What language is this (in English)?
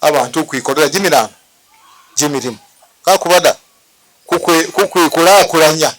Ganda